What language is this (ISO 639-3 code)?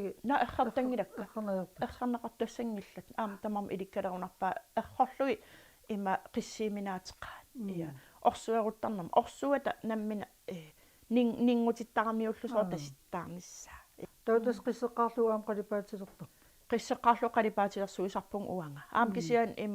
kal